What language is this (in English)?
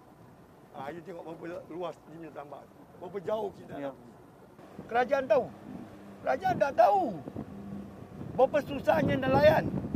Malay